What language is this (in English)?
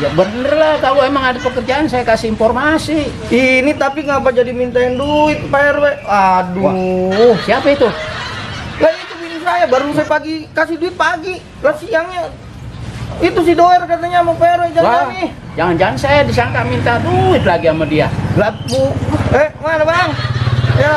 Betawi